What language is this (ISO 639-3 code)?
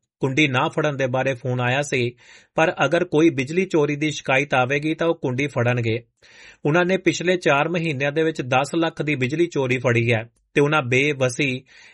pan